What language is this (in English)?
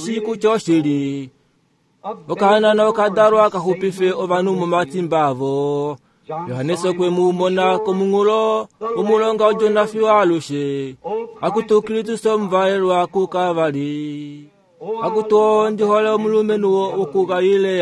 Kuanyama